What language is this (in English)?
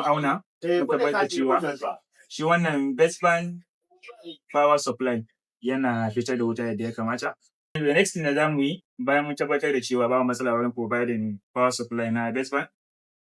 Hausa